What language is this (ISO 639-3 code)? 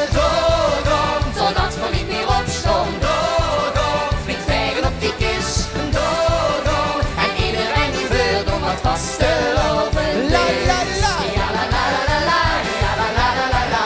lim